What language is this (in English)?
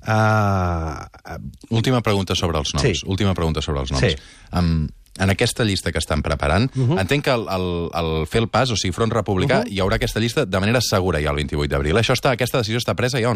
Catalan